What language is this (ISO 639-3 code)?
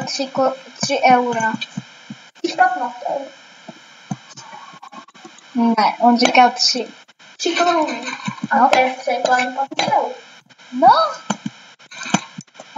ces